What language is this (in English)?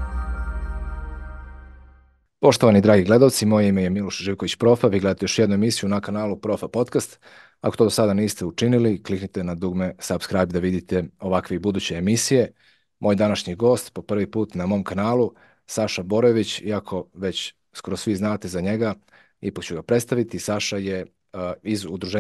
Serbian